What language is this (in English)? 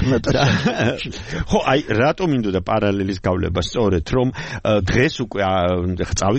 Georgian